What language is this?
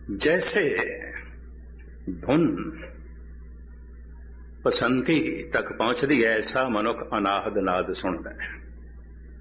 Punjabi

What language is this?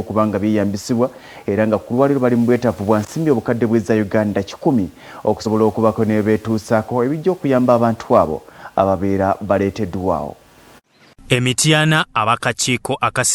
Ganda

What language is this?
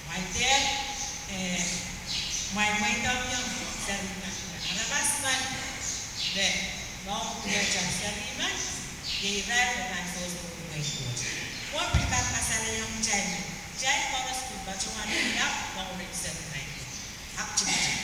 Pohnpeian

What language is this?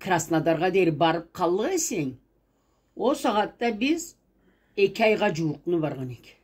Karachay-Balkar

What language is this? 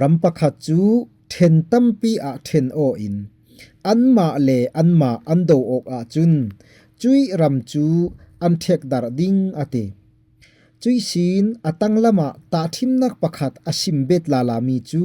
Falam Chin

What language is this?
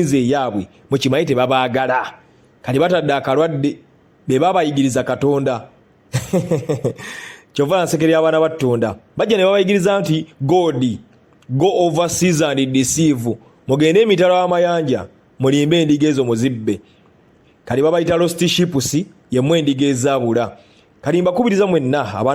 Ganda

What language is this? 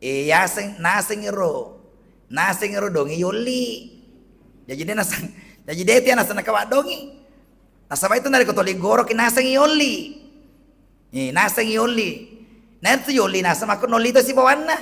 Buginese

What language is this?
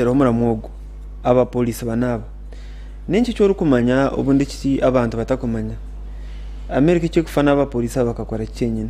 Nyankole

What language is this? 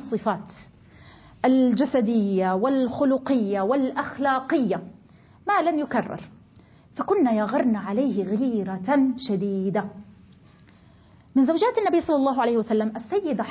Arabic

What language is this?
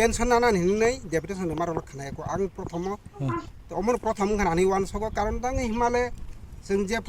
Kok Borok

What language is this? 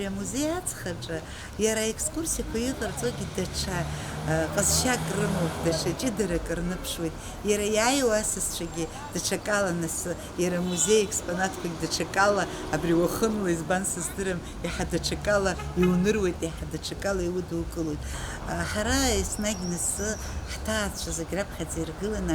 Abkhazian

